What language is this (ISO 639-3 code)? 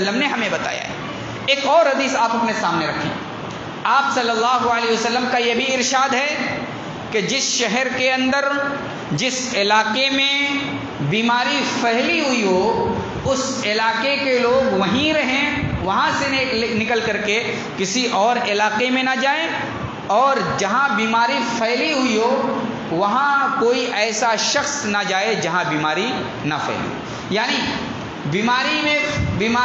urd